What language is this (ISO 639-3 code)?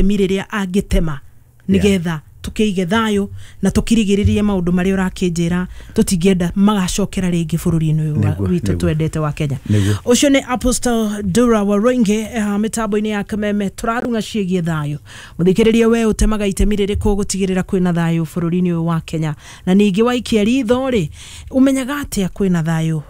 kik